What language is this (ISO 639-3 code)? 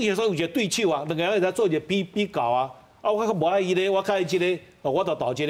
nan